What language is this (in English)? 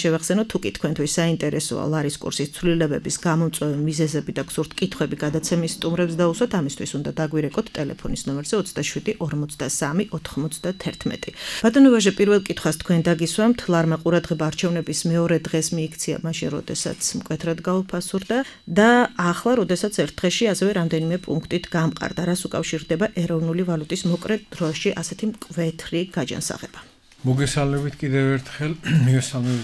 Georgian